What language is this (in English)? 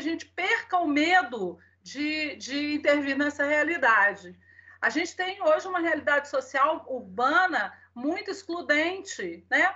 Portuguese